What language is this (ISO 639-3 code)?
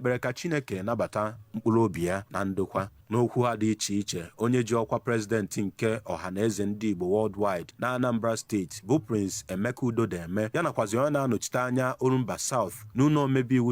ibo